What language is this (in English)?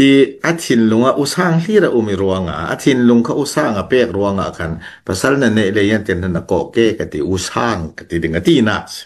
Falam Chin